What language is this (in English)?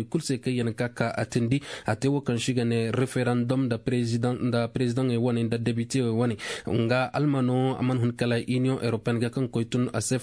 Koyraboro Senni